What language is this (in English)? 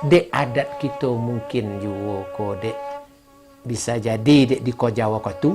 Minangkabau